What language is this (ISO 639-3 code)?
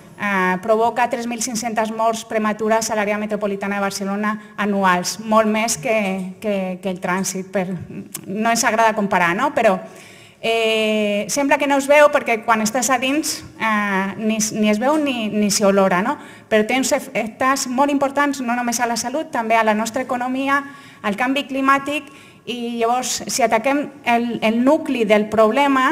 cat